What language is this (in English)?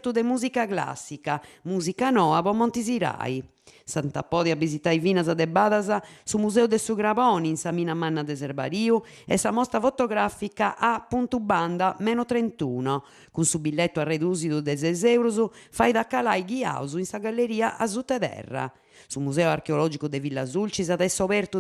Sardinian